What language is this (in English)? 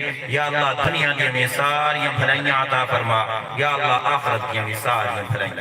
Saraiki